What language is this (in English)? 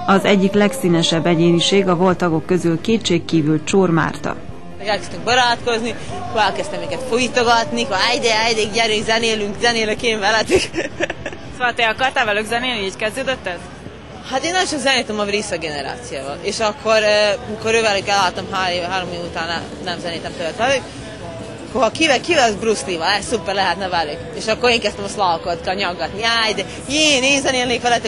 Hungarian